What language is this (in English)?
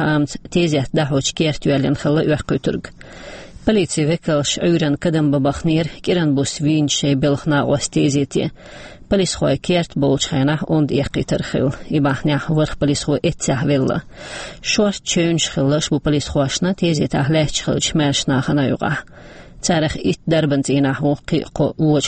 Chechen